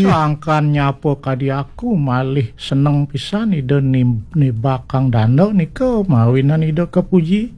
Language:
Balinese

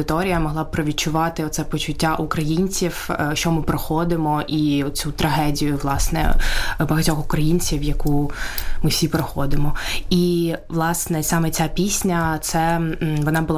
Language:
Ukrainian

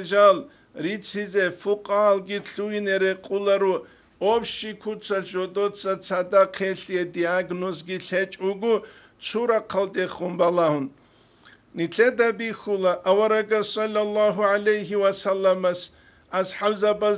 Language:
Avaric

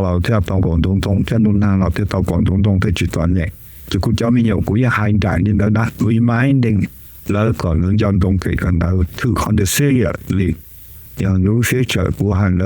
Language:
Hmong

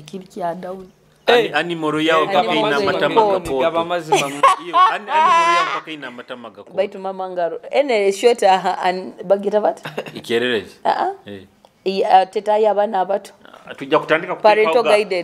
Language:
Nyoro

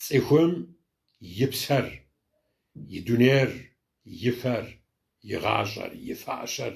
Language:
Kabardian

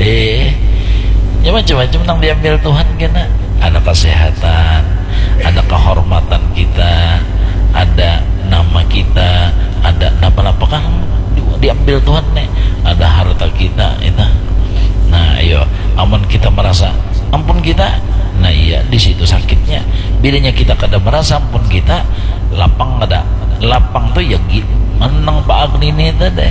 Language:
Banjar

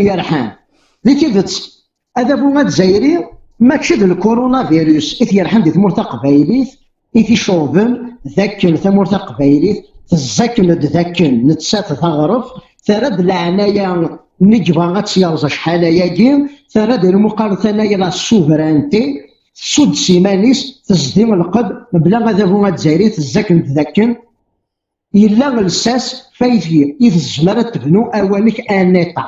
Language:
Kabyle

